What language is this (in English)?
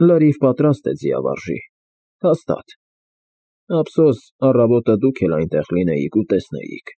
Armenian